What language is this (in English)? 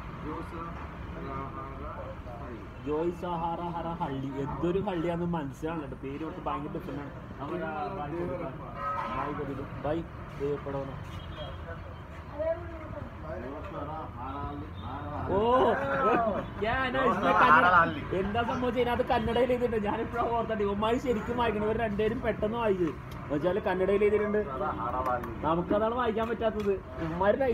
Malayalam